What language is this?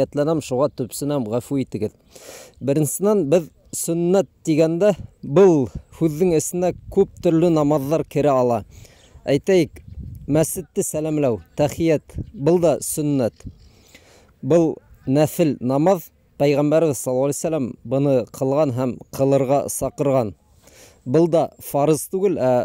Bashkir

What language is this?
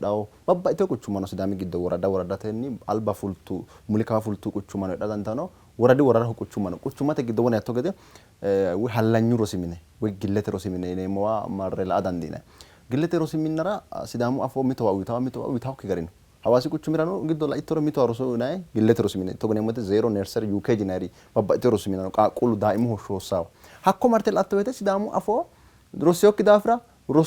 Sidamo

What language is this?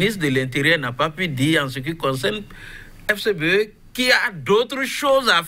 French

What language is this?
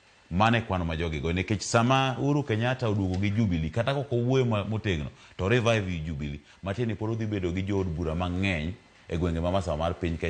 Luo (Kenya and Tanzania)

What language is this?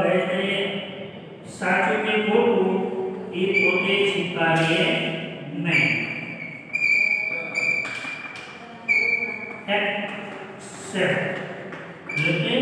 Gujarati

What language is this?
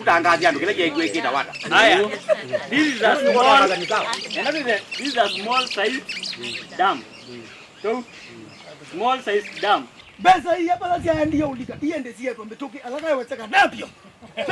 Kamba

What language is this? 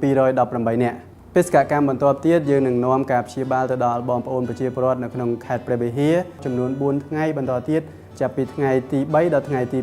Khmer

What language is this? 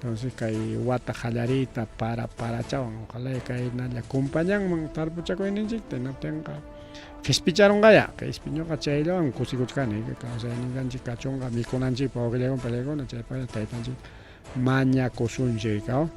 Ayacucho Quechua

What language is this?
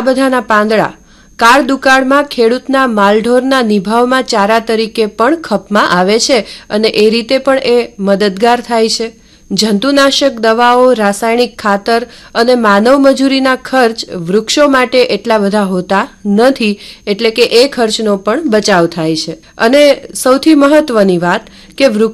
Gujarati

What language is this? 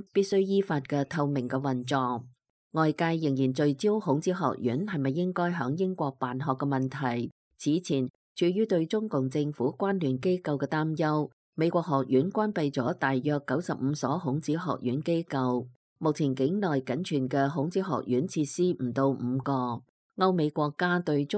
Cantonese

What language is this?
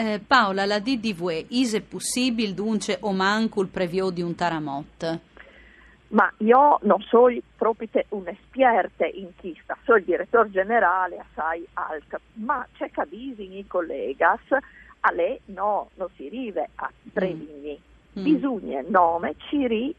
Friulian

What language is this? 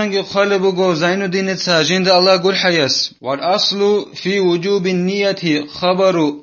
Avaric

